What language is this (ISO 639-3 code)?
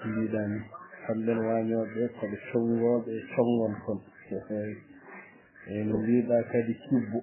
ful